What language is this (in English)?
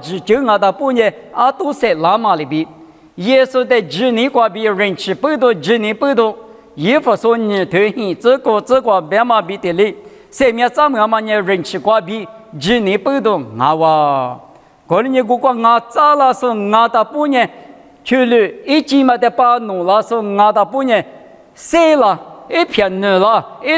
Lisu